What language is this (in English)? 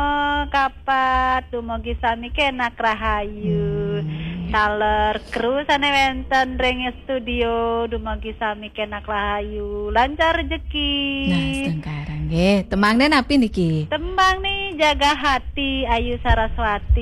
Balinese